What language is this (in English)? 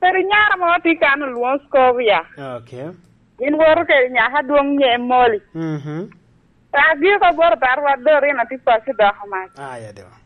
Lango (Uganda)